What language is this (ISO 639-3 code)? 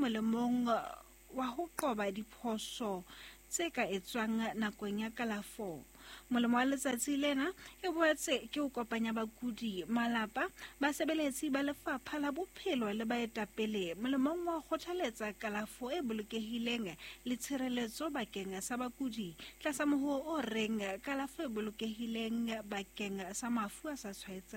sot